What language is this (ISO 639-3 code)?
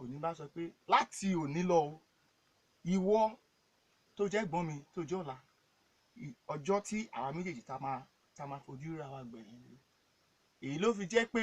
yor